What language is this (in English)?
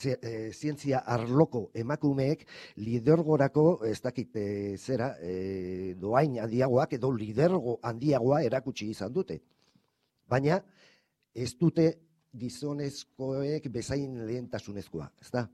Basque